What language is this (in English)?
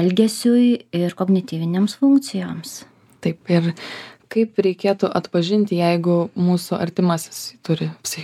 Lithuanian